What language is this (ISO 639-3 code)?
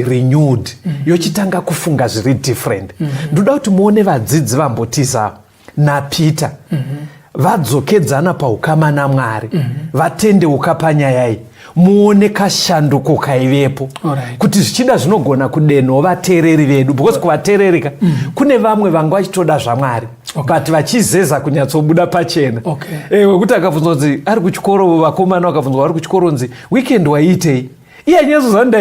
sna